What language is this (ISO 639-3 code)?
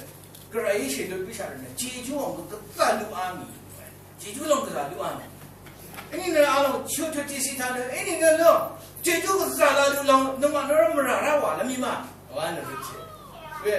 raw